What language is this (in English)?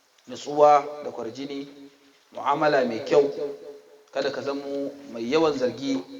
Hausa